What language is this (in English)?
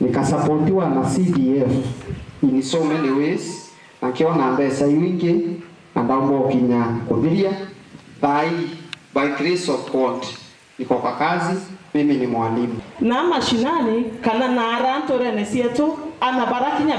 Meru